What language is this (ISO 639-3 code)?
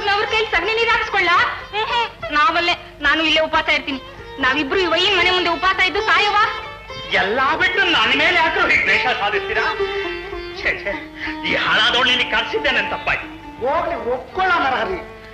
kan